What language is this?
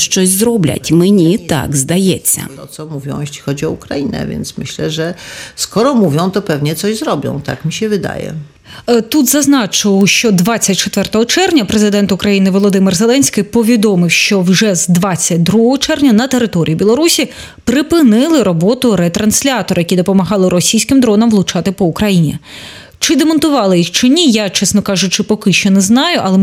Ukrainian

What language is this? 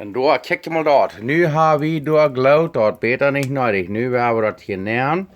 Plautdietsch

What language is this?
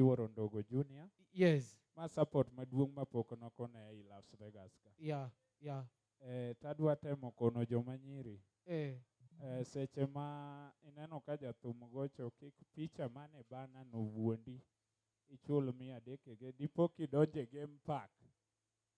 Luo (Kenya and Tanzania)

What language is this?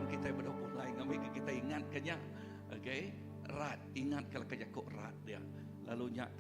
Iban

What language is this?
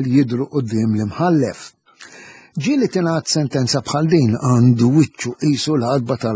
Maltese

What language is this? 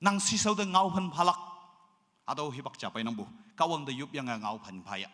Naga Pidgin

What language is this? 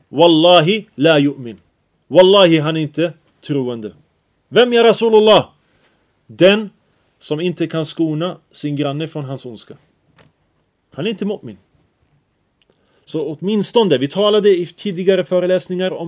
Swedish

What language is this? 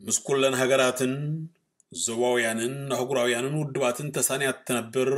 Tigrinya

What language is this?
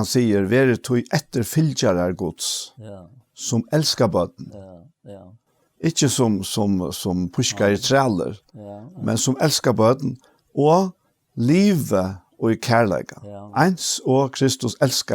Faroese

